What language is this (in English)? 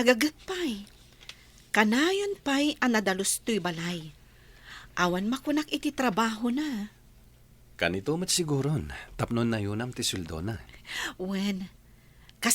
Iloko